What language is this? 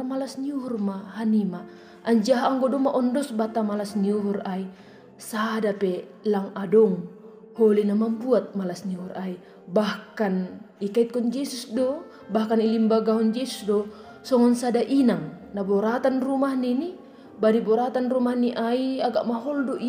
Batak Simalungun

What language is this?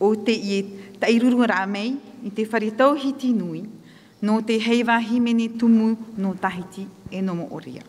Tahitian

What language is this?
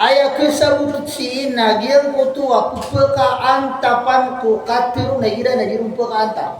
Maranao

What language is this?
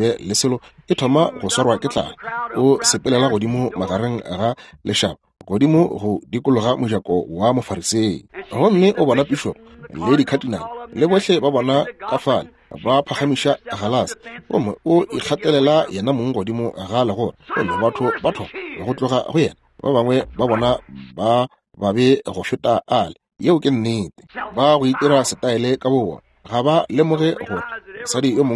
Northern Sotho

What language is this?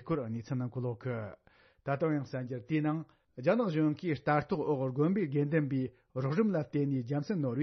Tibetan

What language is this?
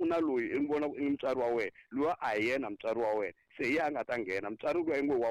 Tsonga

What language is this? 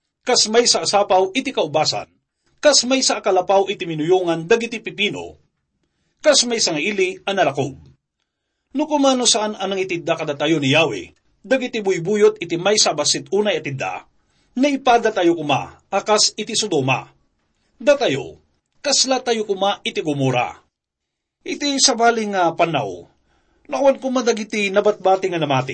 Iloko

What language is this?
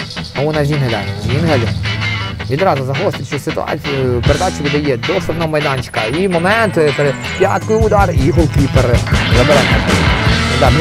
Ukrainian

